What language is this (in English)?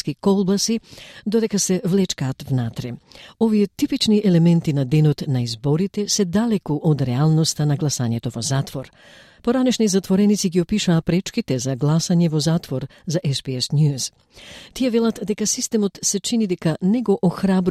Macedonian